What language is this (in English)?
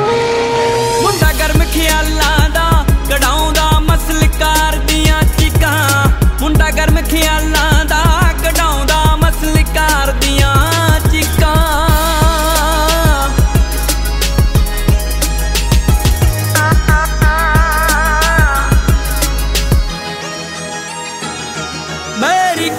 Punjabi